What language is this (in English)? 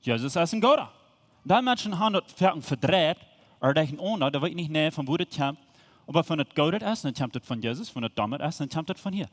Plautdietsch